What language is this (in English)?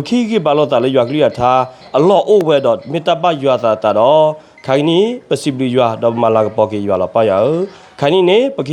S'gaw Karen